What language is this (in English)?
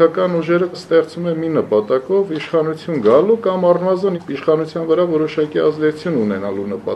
Armenian